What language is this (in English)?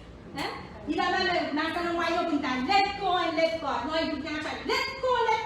Pohnpeian